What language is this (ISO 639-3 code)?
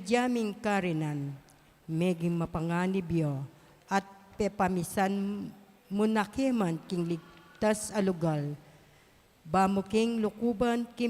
pam